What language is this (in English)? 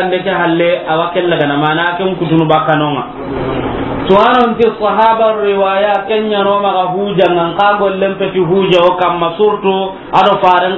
Soninke